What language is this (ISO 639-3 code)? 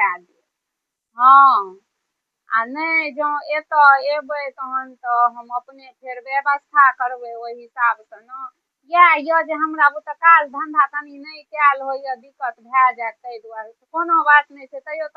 mai